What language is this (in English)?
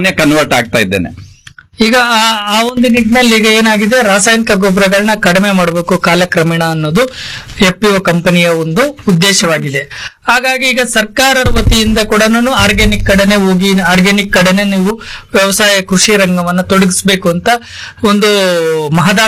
Kannada